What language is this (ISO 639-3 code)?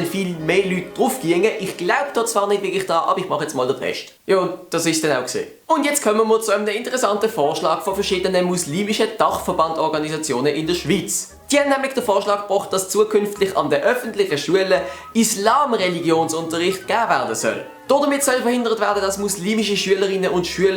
gsw